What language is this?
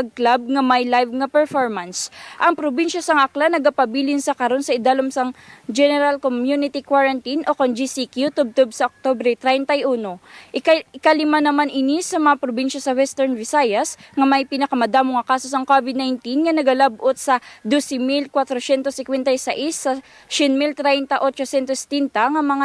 Hiligaynon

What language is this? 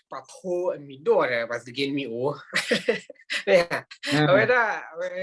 S'gaw Karen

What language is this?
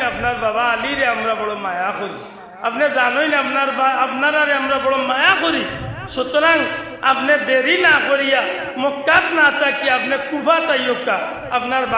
Sylheti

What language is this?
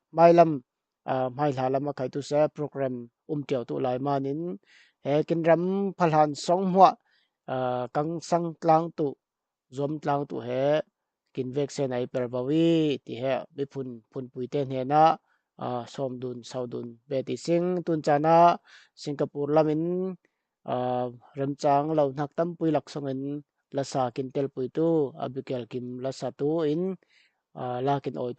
Falam Chin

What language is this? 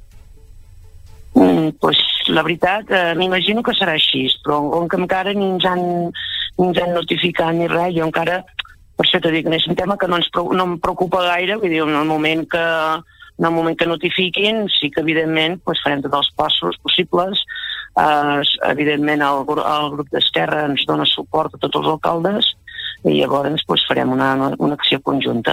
Catalan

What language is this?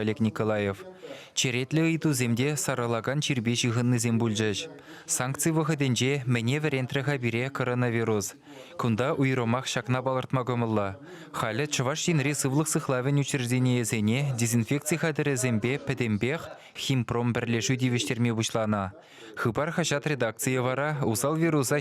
Chuvash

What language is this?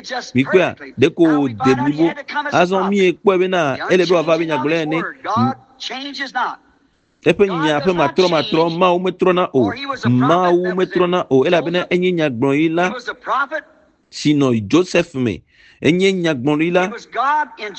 Ewe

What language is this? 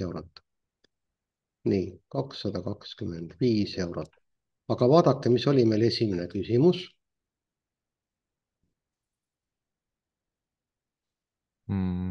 Estonian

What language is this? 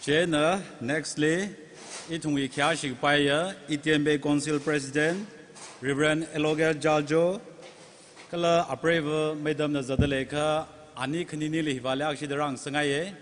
Tangkhul Naga (India)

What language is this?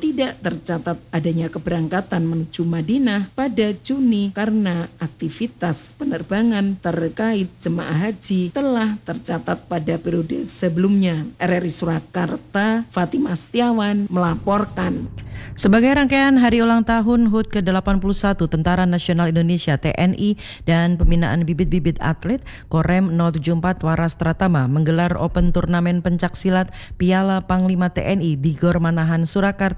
Indonesian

